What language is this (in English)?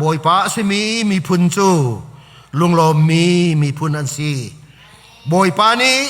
Hakha Chin